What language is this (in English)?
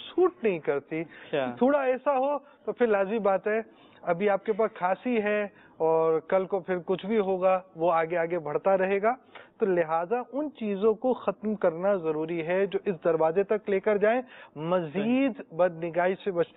Urdu